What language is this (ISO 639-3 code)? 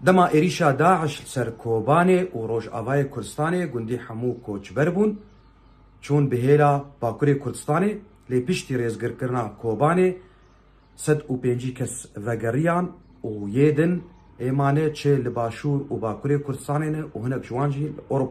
kur